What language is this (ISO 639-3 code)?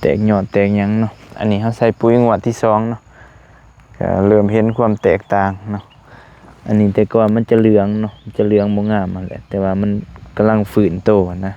lao